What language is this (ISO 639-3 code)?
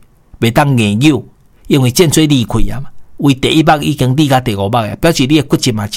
nan